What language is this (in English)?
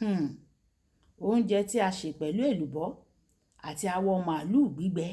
Yoruba